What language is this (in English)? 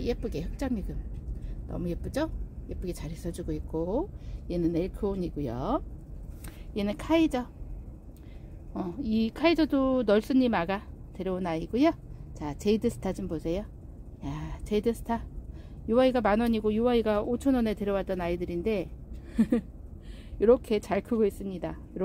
Korean